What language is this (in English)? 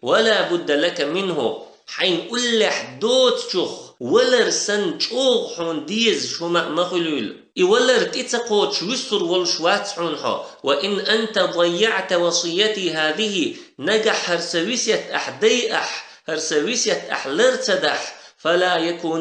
Chechen